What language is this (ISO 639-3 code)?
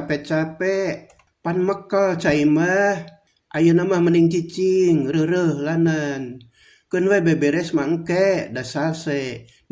sun